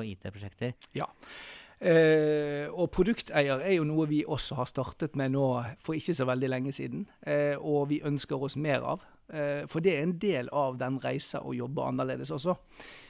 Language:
Norwegian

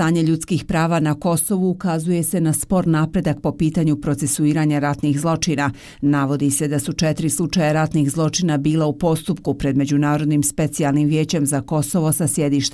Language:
Bosnian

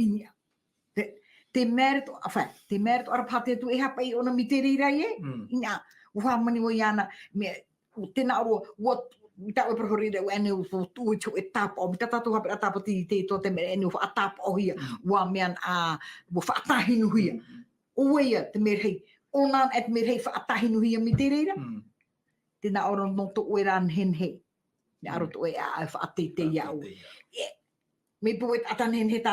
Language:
Tahitian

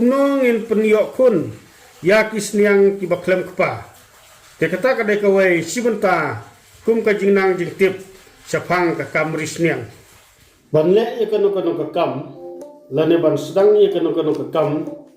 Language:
Khasi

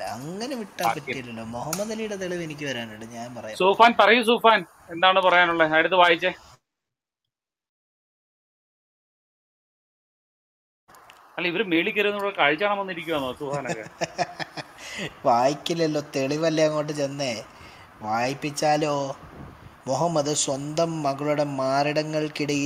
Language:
Malayalam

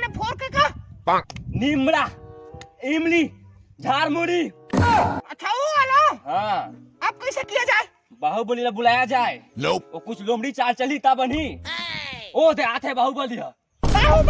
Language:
Chhattisgarhi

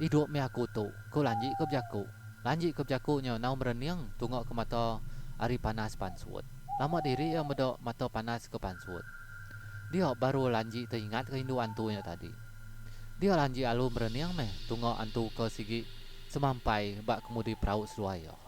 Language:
Iban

